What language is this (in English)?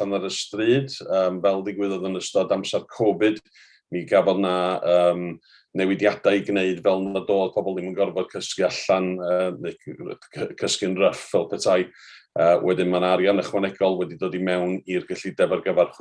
Welsh